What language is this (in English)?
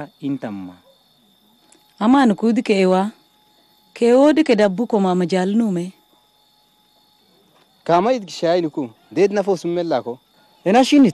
Kunama